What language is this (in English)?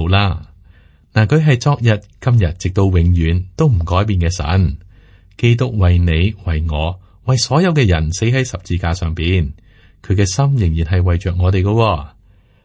Cantonese